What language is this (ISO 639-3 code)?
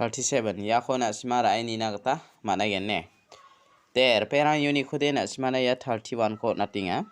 grt